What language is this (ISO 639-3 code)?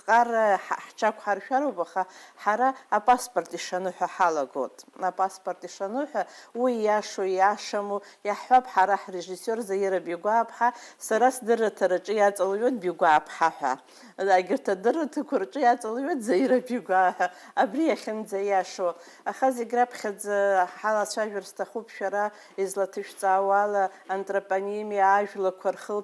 abk